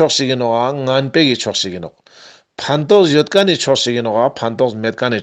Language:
Ladakhi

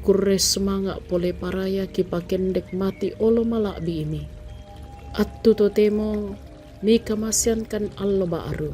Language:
Toraja-Sa'dan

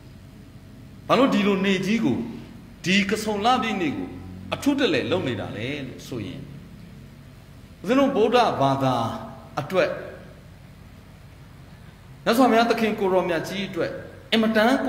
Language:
Burmese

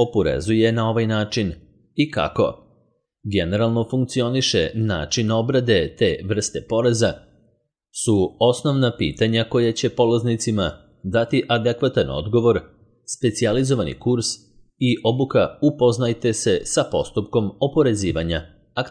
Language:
Serbian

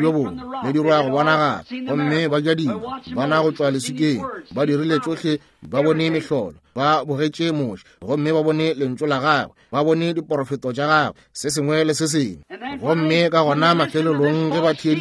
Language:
Northern Sotho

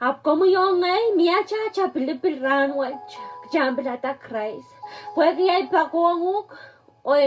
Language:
Pohnpeian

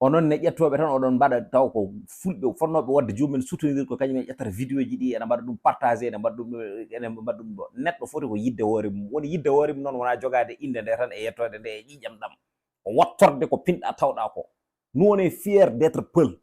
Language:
Fula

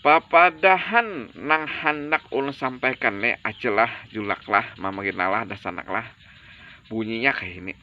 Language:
Banjar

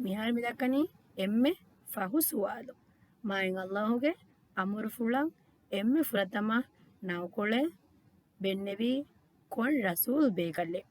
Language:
Divehi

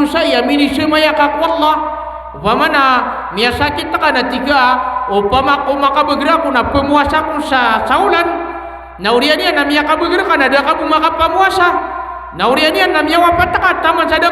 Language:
Maranao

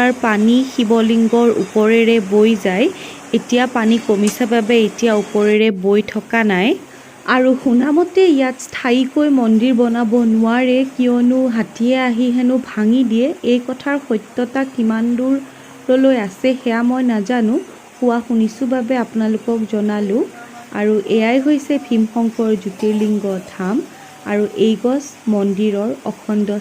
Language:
Assamese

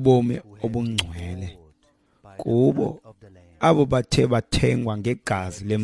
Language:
Xhosa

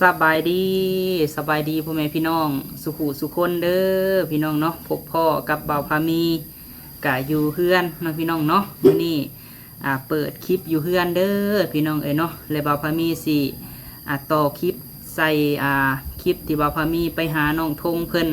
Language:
Lao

